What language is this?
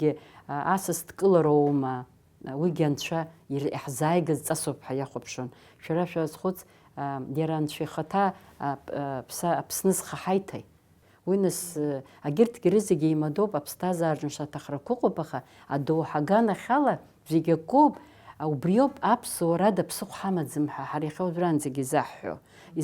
Abkhazian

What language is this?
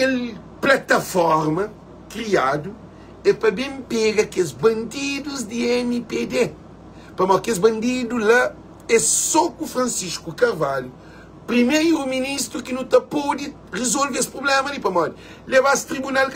Kabuverdianu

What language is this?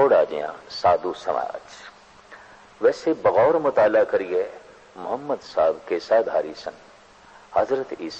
Punjabi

